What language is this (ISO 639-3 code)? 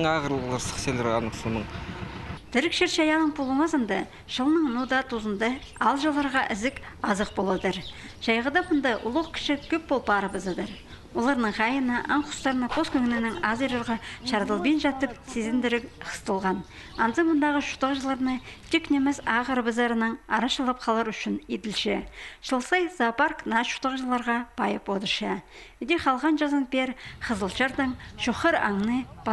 kjh